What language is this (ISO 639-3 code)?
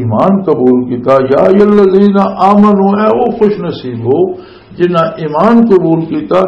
lah